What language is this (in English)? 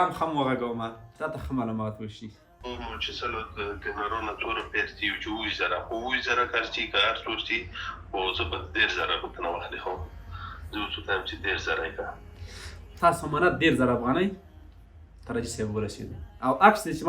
Pashto